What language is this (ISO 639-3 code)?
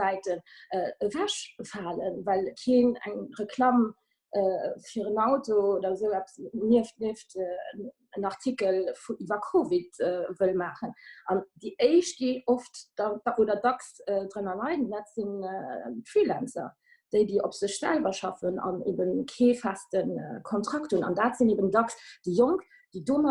ltz